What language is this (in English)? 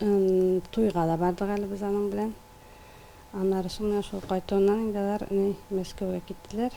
Tatar